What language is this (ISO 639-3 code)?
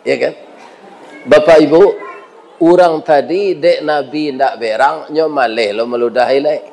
min